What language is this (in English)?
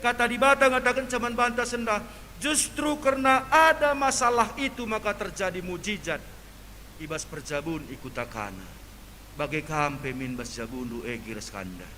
Batak Karo